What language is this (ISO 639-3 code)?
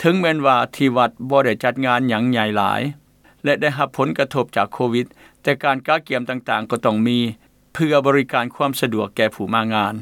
lao